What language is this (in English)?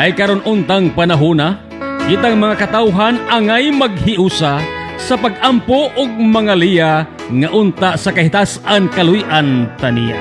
Cebuano